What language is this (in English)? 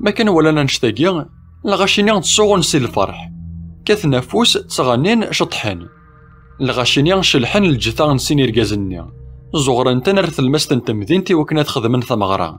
Kabyle